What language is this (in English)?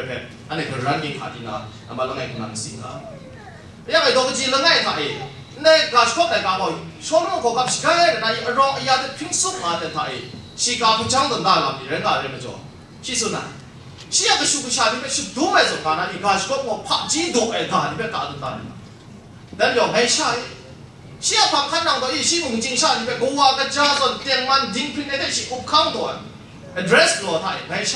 Kachin